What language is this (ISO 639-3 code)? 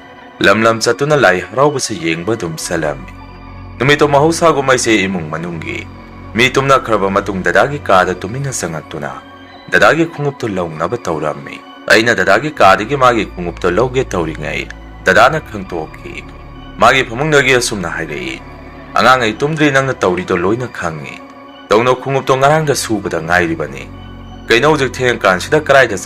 mni